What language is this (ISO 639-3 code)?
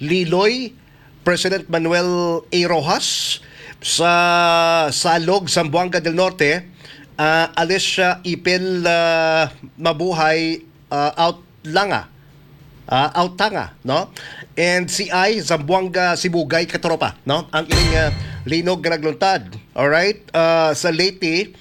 hil